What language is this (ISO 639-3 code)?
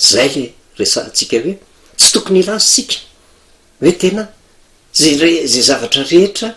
mlg